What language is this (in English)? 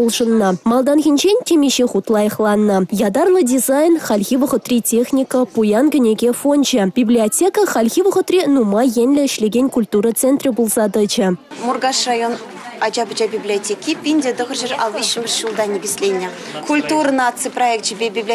Chuvash